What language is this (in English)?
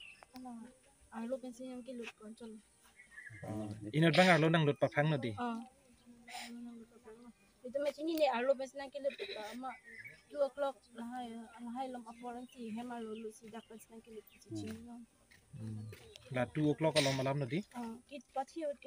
Karbi